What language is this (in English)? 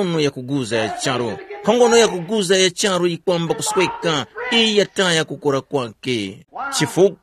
Tumbuka